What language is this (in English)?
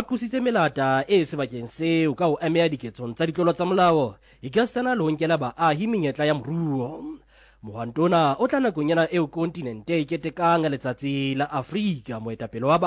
Southern Sotho